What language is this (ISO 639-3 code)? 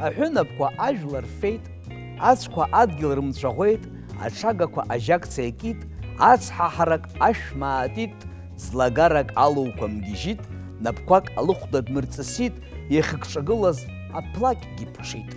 abk